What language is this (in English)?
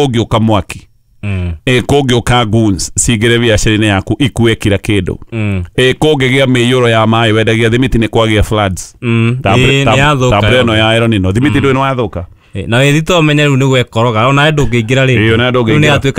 Kikuyu